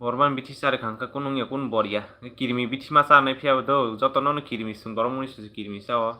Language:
Kok Borok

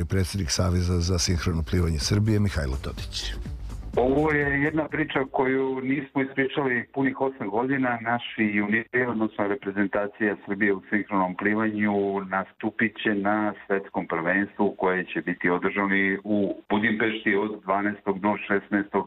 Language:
Serbian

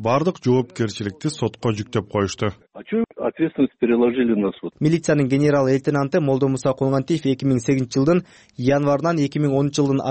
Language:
Kyrgyz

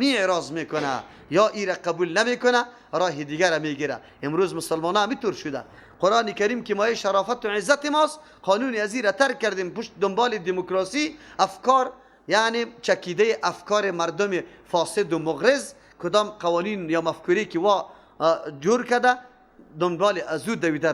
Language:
Persian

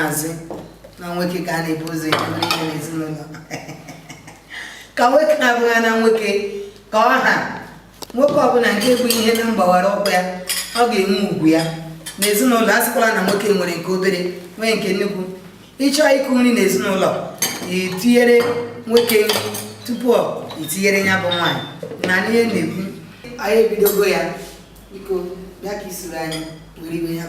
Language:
Igbo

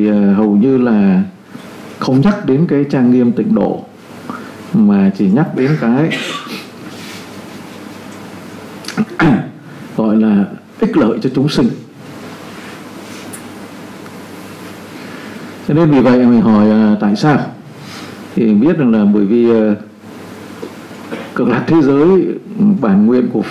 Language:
Vietnamese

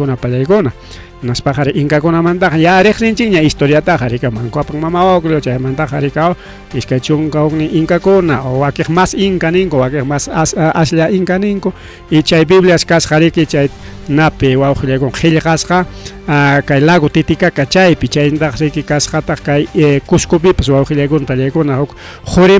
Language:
Ayacucho Quechua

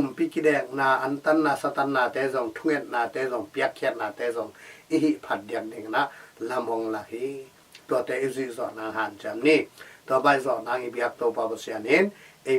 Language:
Tedim Chin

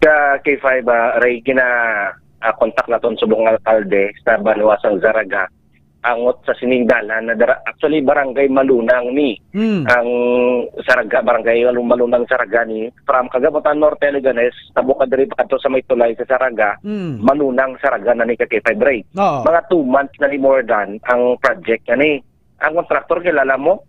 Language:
Hiligaynon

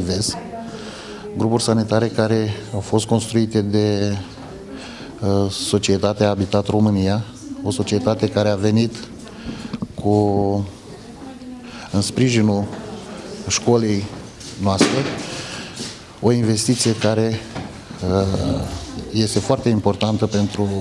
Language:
Romanian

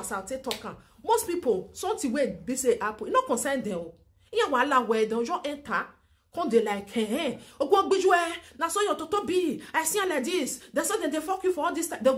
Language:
Nigerian Pidgin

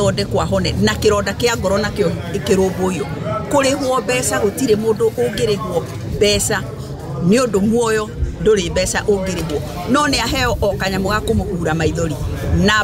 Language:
Kikuyu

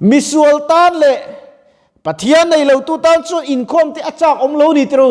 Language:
Mizo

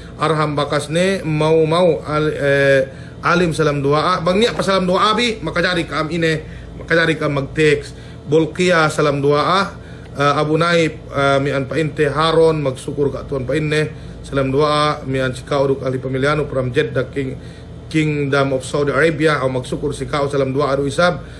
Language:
Yakan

